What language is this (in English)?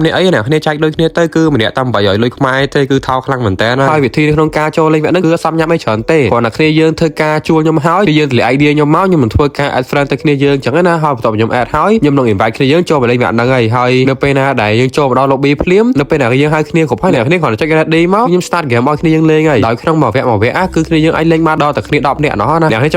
Khmer